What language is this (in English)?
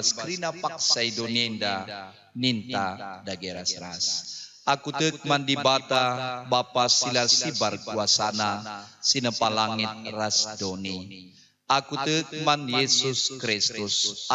Batak Karo